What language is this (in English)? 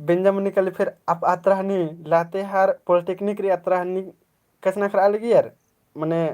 Kurukh